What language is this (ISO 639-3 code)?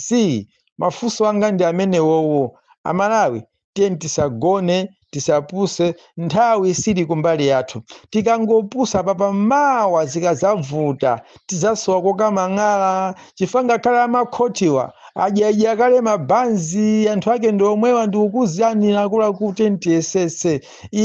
nya